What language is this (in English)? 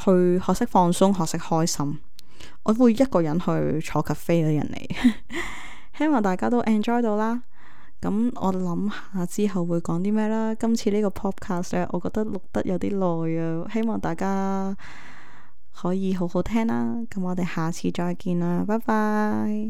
Cantonese